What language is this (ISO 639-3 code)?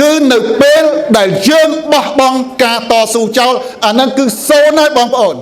khm